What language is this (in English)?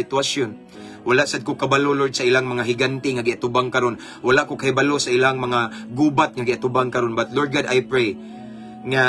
Cebuano